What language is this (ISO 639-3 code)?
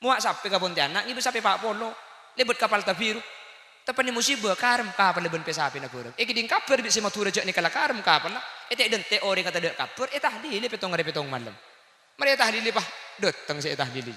mad